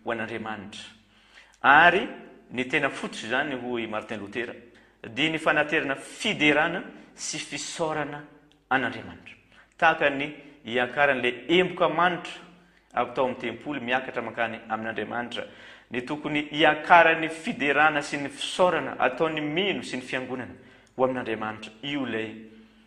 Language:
Malagasy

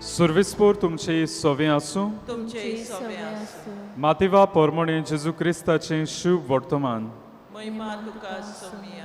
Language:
Konkani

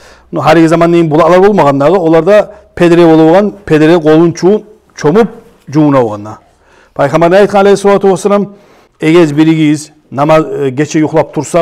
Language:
Kumyk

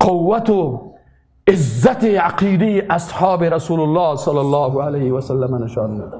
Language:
Persian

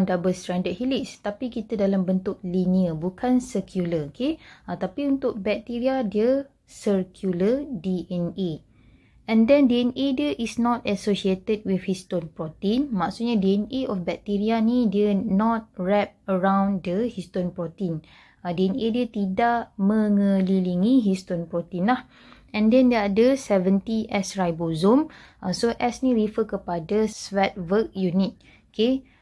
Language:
Malay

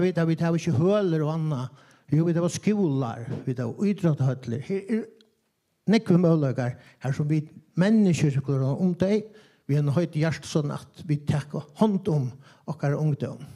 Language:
Faroese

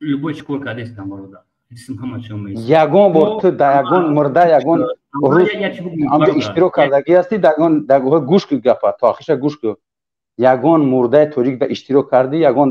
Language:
Tajik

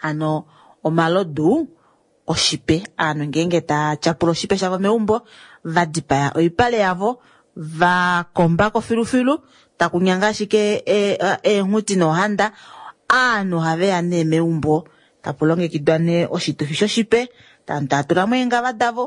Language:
Kuanyama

